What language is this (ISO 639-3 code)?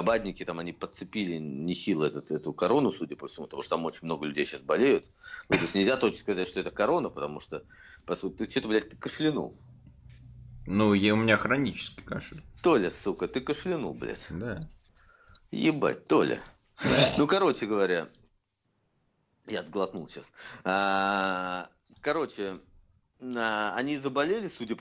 rus